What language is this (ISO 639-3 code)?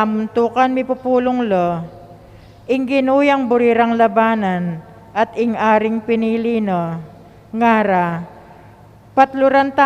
pam